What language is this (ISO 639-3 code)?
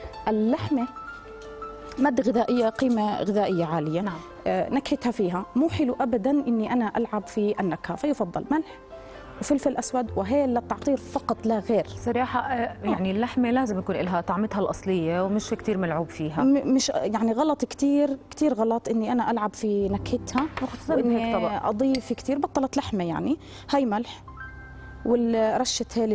ajp